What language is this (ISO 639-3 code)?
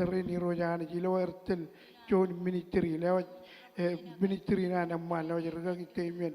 mah